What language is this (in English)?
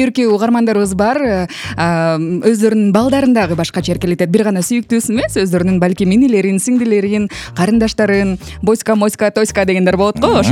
Kyrgyz